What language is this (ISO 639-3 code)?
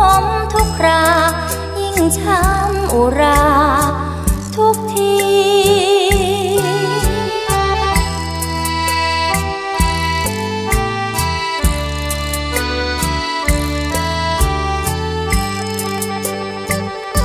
tha